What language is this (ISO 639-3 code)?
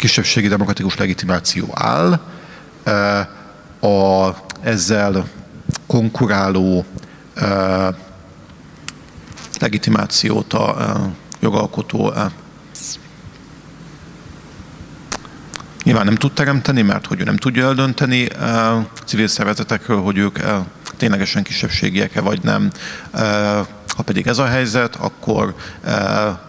hun